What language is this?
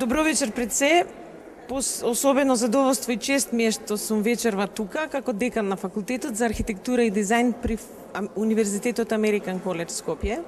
Macedonian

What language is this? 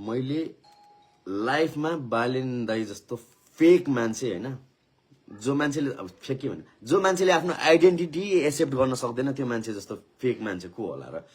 Nepali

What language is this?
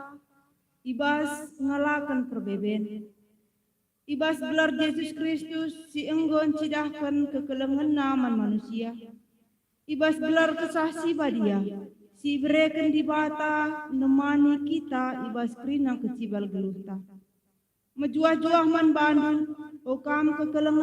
Batak Karo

